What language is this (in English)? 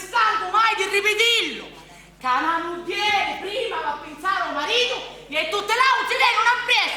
Sicilian